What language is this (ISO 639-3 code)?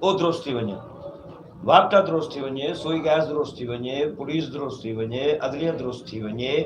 skr